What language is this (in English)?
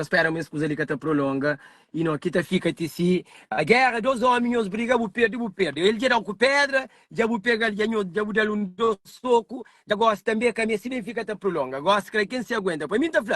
Kabuverdianu